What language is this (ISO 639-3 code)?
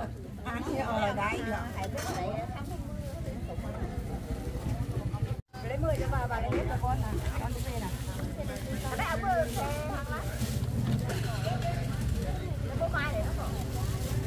vie